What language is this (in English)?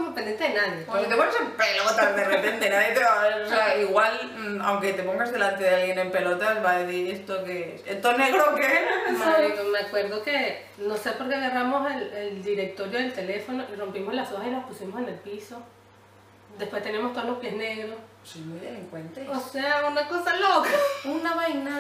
Spanish